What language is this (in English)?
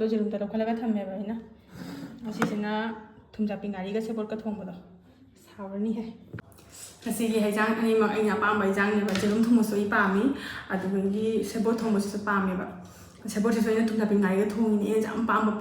Manipuri